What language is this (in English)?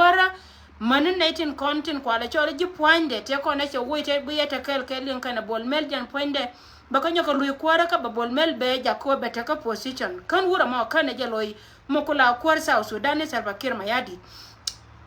Nuer